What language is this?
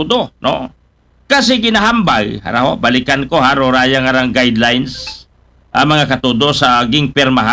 Aklanon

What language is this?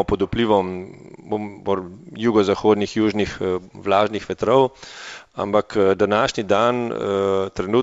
Slovenian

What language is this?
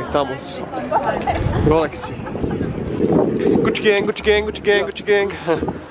Croatian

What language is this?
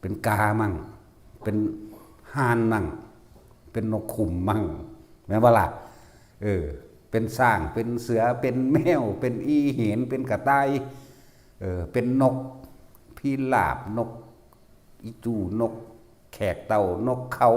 Northeastern Thai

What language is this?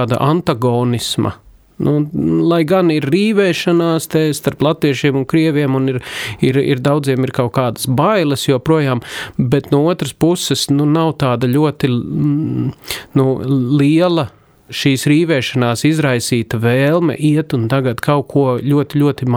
Latvian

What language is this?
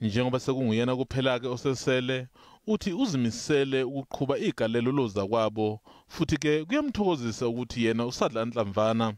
Zulu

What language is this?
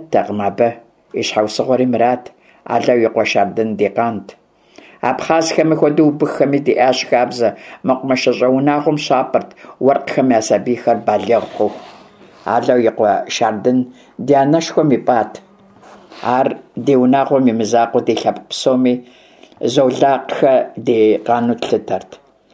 Kabardian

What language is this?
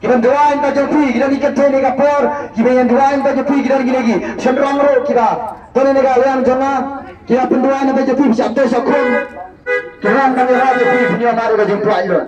Khasi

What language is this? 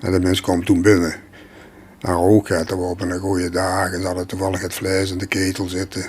Limburgish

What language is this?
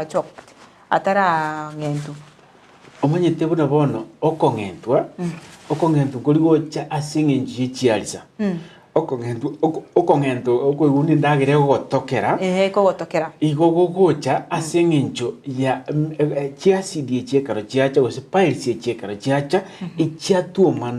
Gusii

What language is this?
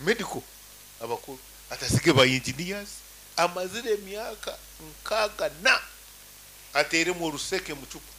Nyankole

